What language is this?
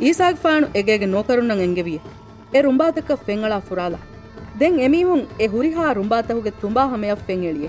Divehi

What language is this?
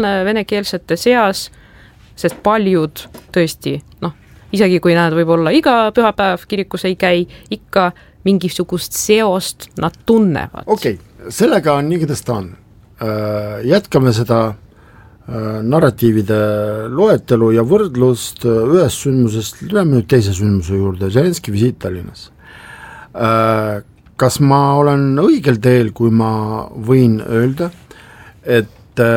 Estonian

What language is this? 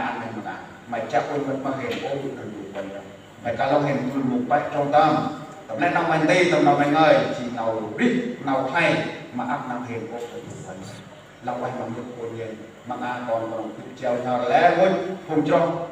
Central Mnong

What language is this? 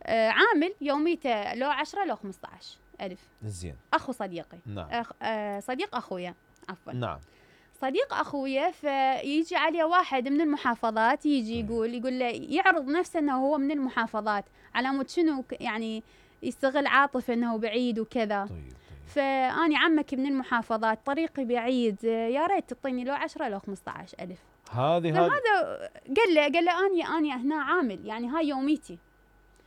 Mesopotamian Arabic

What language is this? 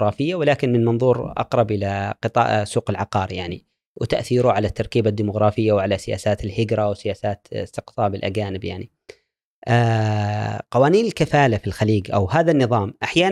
Gulf Arabic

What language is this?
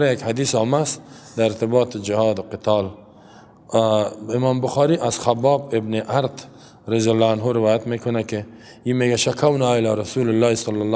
Persian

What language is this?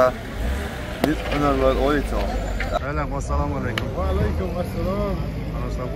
Chechen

